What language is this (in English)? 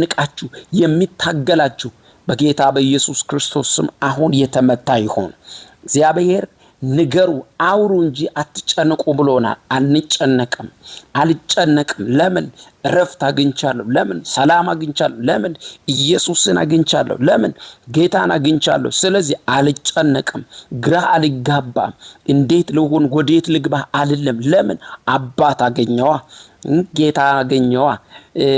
Amharic